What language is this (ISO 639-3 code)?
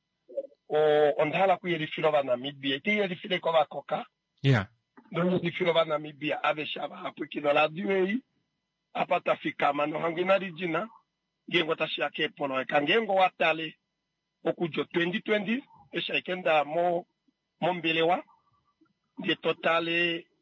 kua